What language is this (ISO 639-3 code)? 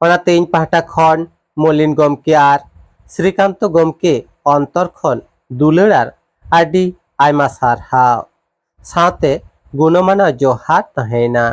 sat